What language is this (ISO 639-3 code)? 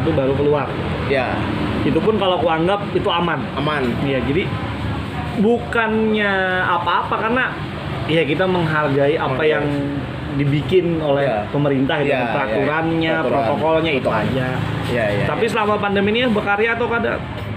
bjn